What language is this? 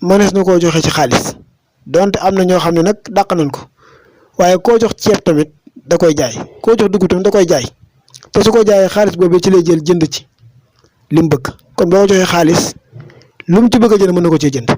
Wolof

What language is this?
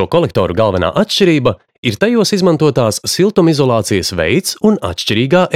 Latvian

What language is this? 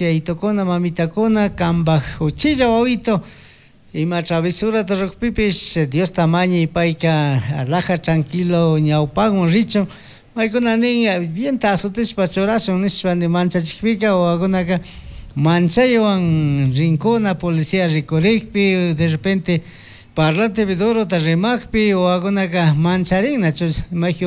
Chimborazo Highland Quichua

